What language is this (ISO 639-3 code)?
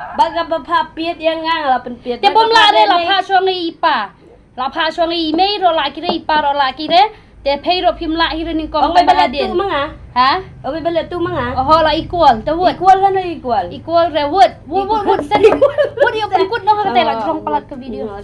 kha